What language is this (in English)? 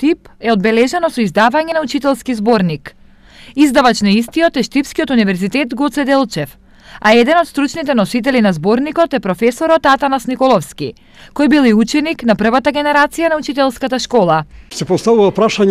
Macedonian